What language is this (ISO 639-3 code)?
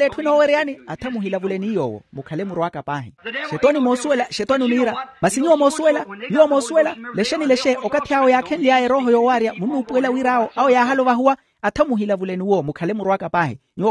vmw